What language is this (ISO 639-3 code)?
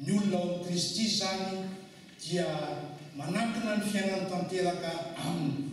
mlg